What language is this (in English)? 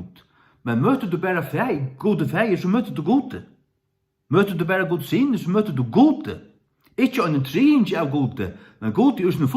Faroese